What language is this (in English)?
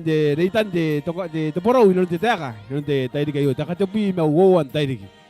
Gilbertese